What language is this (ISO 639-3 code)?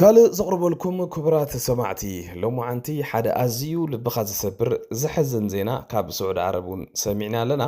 tir